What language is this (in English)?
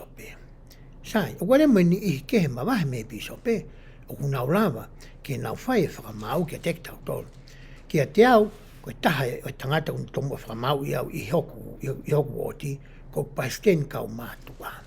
Tongan